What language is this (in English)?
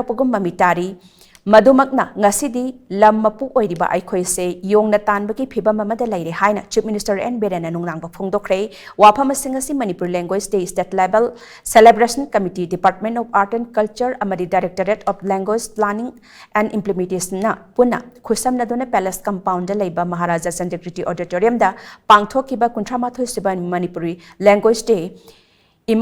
Manipuri